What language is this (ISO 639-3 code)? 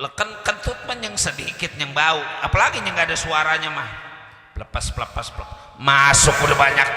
bew